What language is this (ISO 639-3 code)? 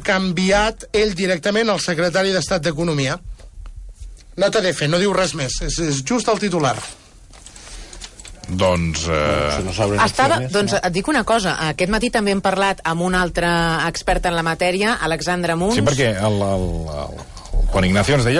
cat